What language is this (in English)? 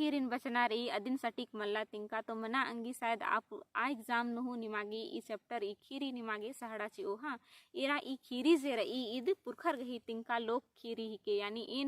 Kurukh